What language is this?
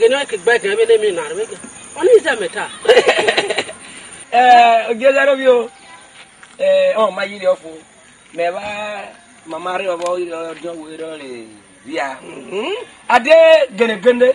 Esan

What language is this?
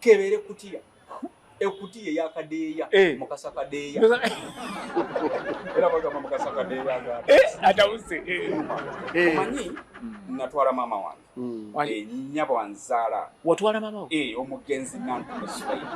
Ganda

